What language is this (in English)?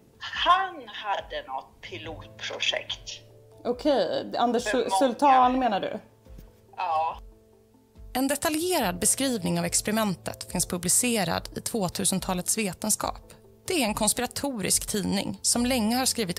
Swedish